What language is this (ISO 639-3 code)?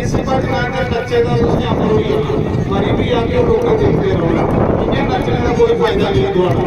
doi